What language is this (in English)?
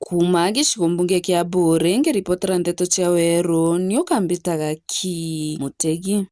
Meru